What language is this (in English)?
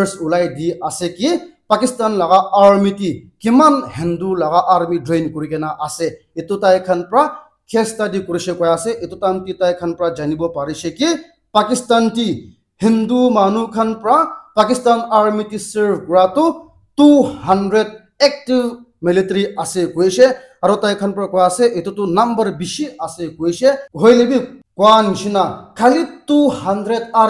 Naga Pidgin